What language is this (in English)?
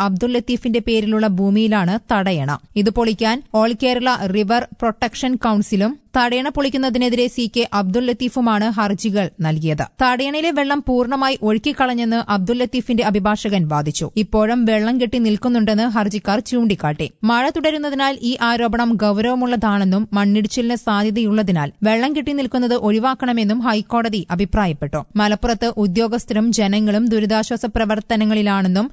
Malayalam